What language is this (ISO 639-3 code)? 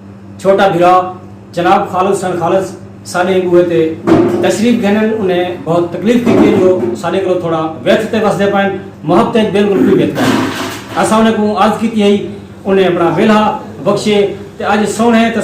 skr